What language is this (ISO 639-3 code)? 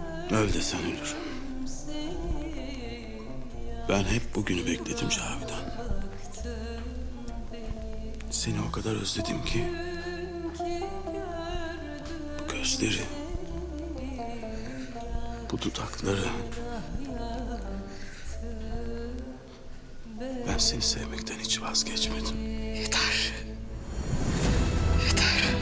tur